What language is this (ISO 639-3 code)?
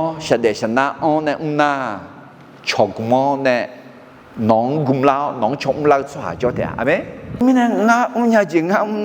ahk